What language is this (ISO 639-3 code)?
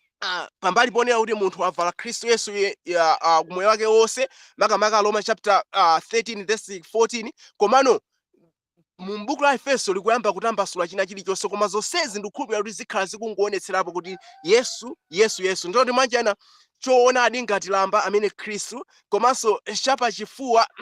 nya